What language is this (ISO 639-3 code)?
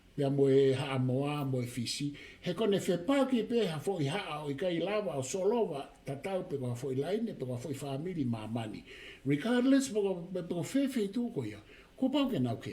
ton